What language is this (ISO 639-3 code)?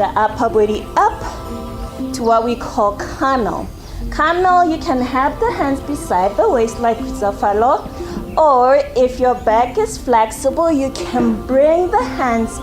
tsn